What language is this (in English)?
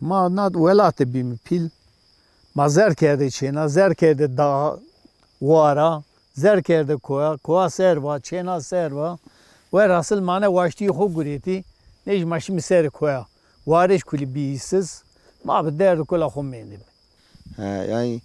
Zaza